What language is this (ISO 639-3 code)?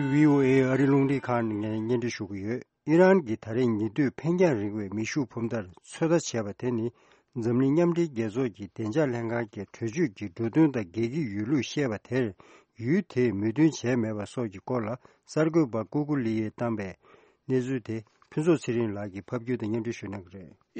bod